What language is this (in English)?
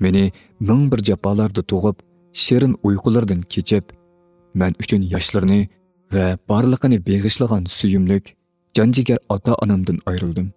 Uyghur